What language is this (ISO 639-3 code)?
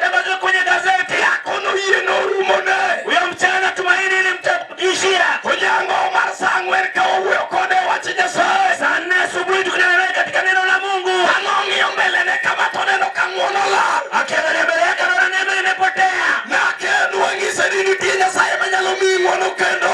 luo